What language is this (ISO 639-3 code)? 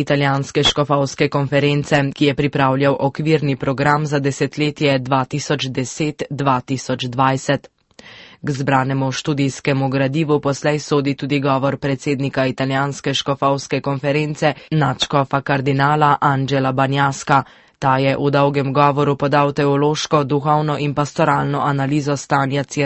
slv